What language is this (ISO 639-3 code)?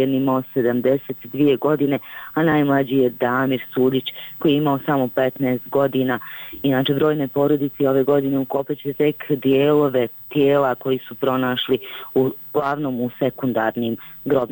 bos